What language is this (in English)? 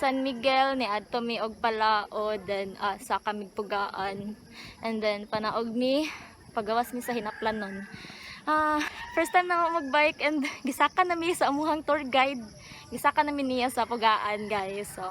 Cebuano